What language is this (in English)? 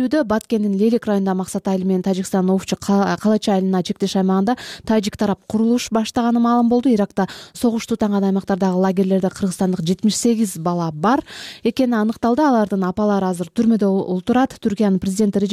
Kyrgyz